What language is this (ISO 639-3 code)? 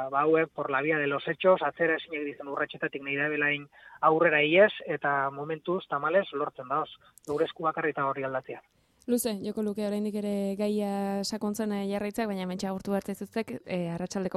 eus